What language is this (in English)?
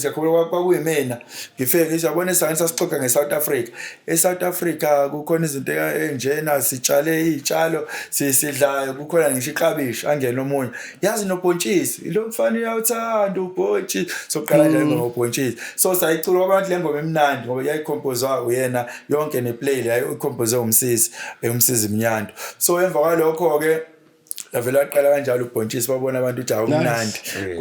Zulu